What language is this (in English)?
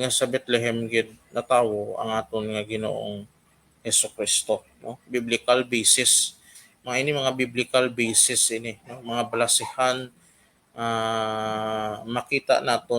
Hiligaynon